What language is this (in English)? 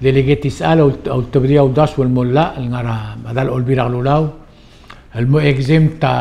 Palauan